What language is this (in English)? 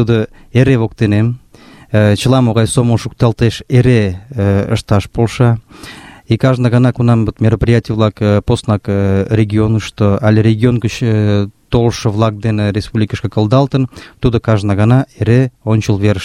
Mari